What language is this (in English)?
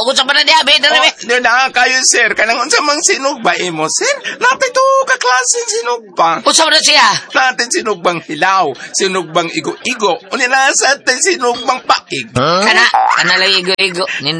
Cebuano